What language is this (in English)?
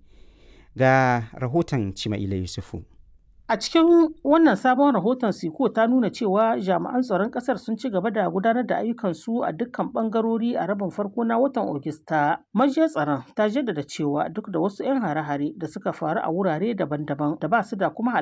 Hausa